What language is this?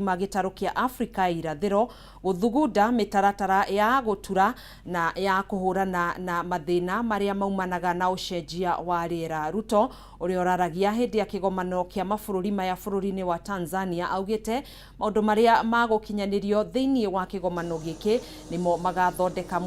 Kikuyu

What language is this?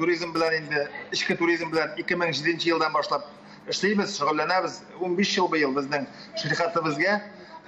Tatar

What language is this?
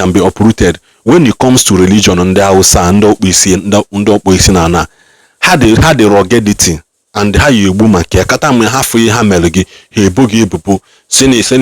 Igbo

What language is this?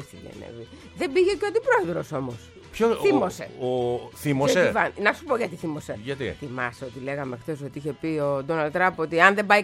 Greek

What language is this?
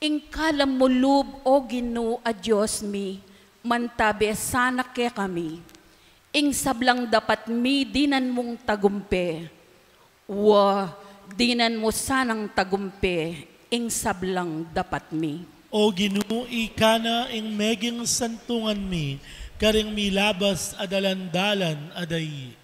Pampanga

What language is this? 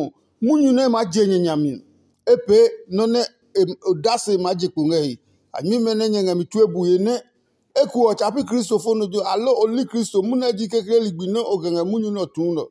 Adangme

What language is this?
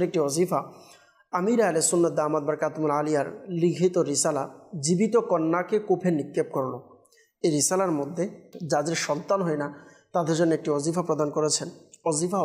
Bangla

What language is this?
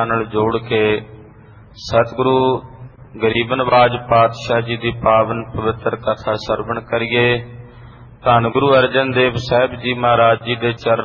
Punjabi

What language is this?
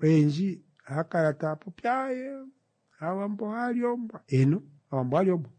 Kuanyama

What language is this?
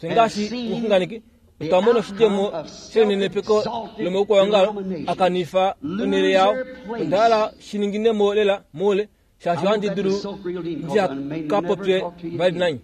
Kuanyama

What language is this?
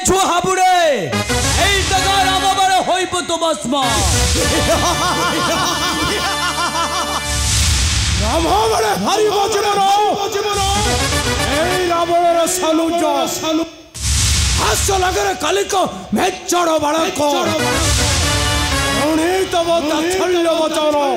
Odia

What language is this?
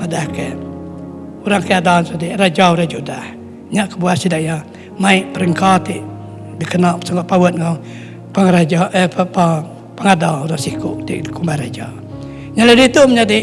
Iban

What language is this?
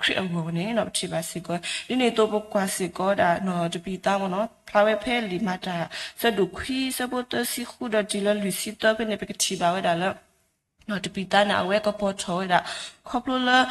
S'gaw Karen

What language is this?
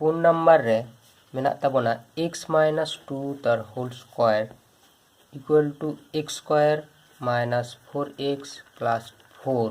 Santali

